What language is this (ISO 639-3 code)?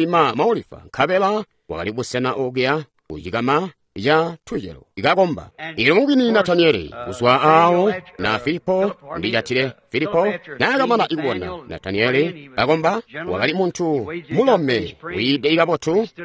toi